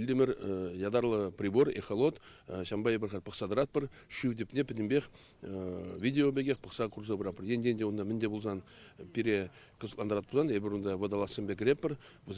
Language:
Chuvash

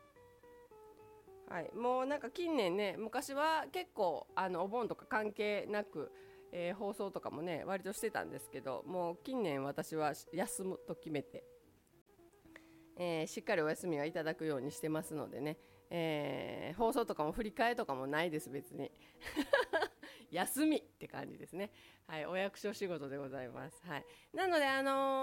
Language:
Japanese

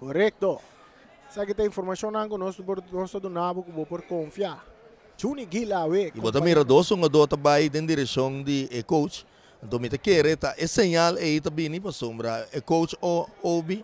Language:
Papiamento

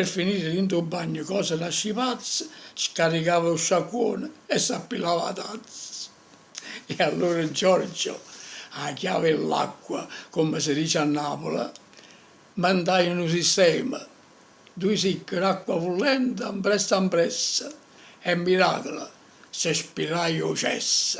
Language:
Neapolitan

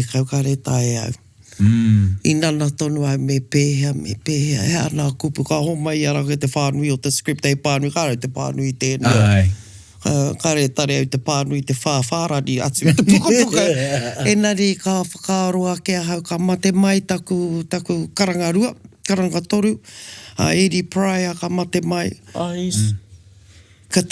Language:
Māori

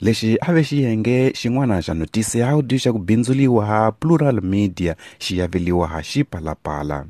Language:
Tsonga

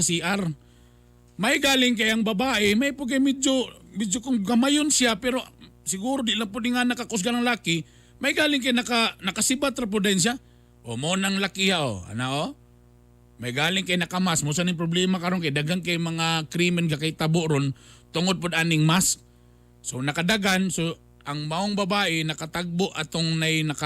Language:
Cebuano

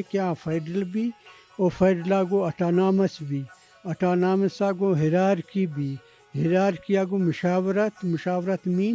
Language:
Eastern Balochi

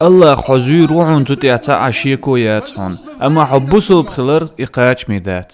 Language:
Chechen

